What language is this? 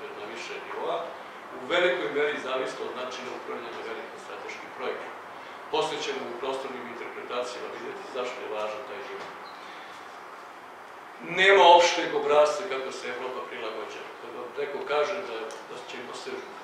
Serbian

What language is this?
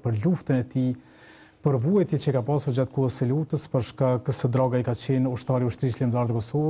Albanian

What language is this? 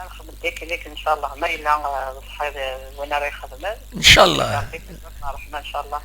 Kabyle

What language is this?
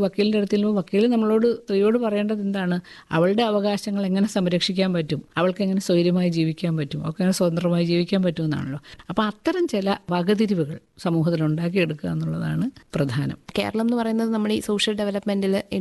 Malayalam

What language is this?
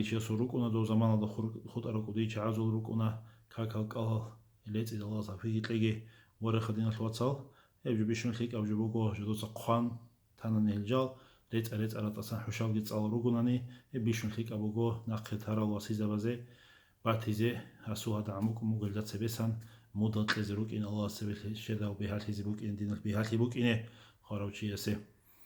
Avaric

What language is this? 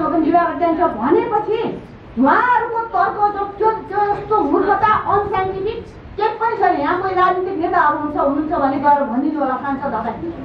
Nepali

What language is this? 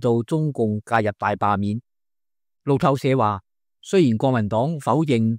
Cantonese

